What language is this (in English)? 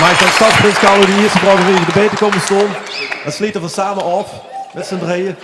Limburgish